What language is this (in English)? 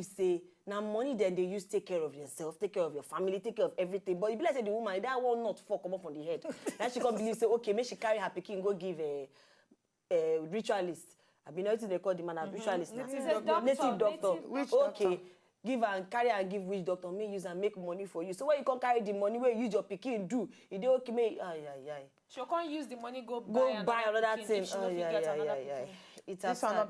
Nigerian Pidgin